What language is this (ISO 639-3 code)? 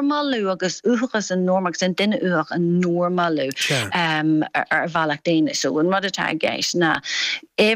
gle